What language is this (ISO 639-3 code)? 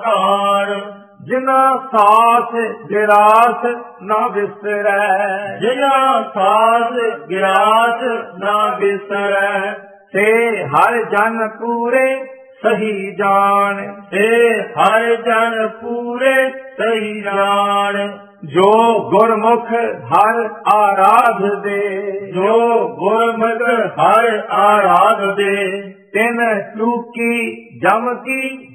pan